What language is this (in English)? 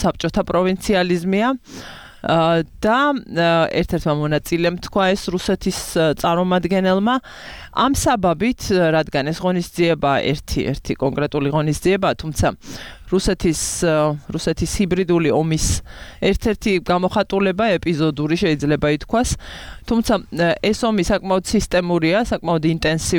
Georgian